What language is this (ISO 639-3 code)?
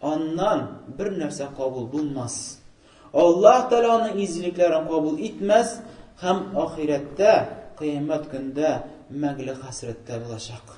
tat